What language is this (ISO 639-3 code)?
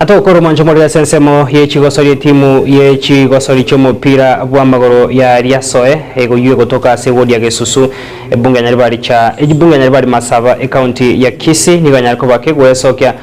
guz